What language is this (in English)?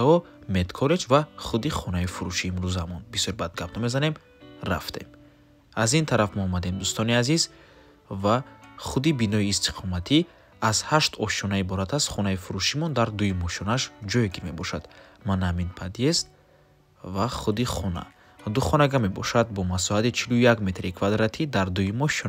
Tajik